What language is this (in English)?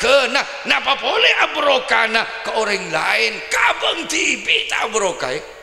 Madurese